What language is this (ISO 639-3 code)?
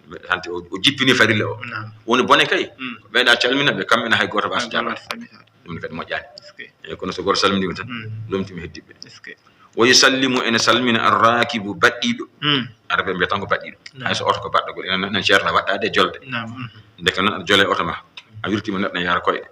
ful